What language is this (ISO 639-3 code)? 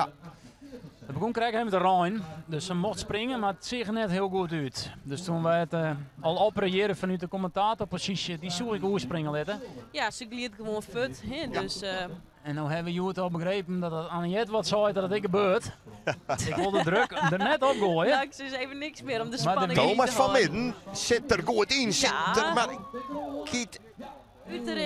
fry